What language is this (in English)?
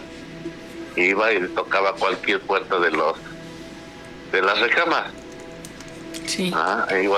Spanish